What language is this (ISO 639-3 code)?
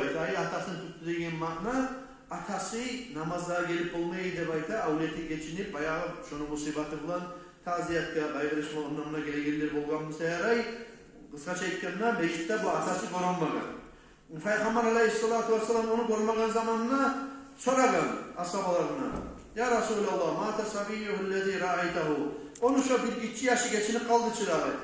kum